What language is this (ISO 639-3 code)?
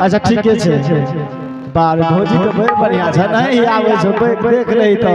anp